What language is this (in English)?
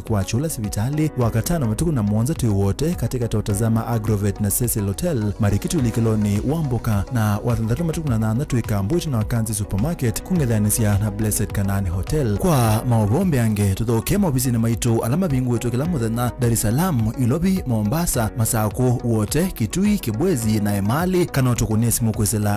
Kamba